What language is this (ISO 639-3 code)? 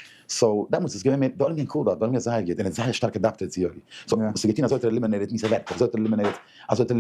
yid